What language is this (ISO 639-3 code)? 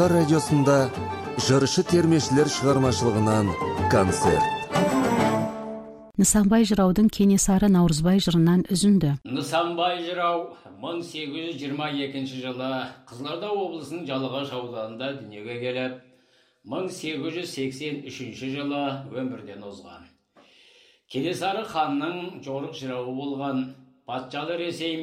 kaz